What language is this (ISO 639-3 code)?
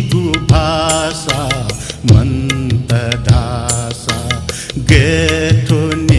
new